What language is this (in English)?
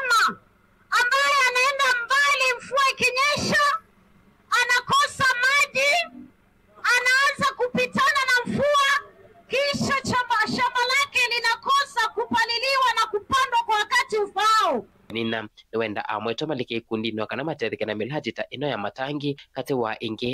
Kamba